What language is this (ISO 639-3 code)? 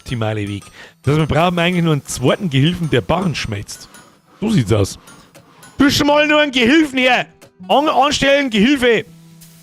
bar